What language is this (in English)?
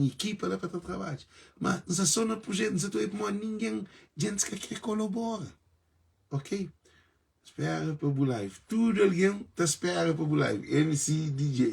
Kabuverdianu